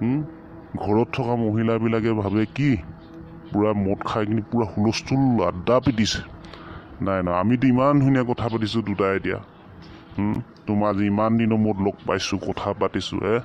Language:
Assamese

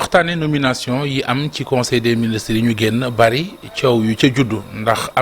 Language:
Wolof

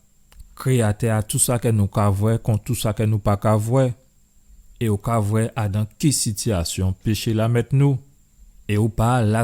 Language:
Guadeloupean Creole French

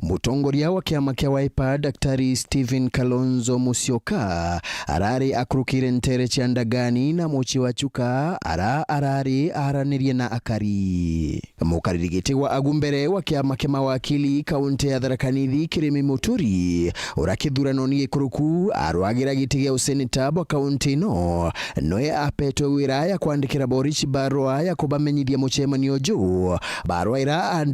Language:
Meru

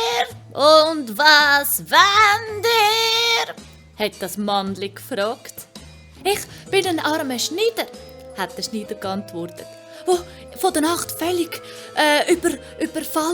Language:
Swiss German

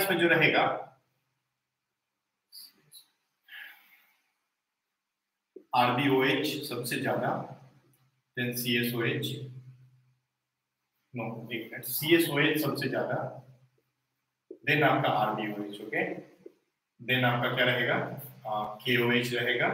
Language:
Hindi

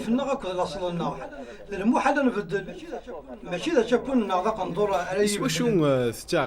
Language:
Kabyle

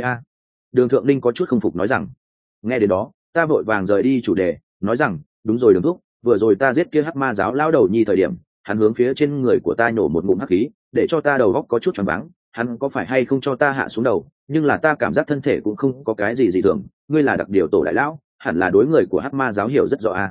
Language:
Vietnamese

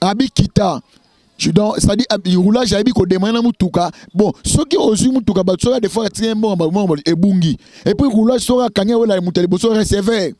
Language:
Lingala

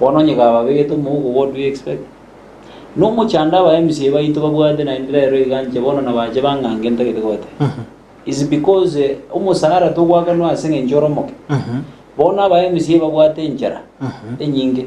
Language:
Gusii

